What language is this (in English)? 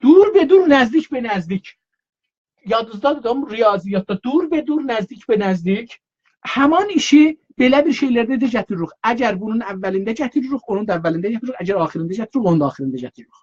South Azerbaijani